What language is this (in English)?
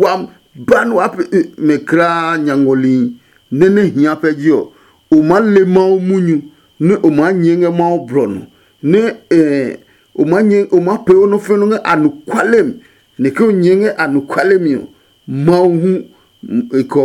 Adangme